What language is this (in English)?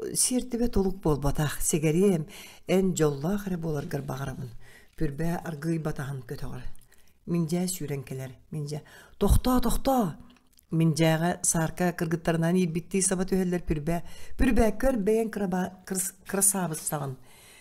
Yakut